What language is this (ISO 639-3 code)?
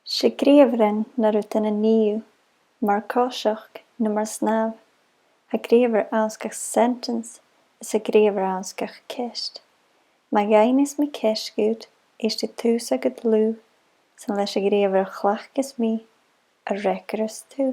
gla